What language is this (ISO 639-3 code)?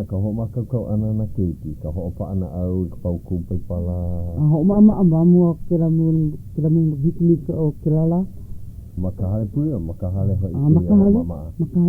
haw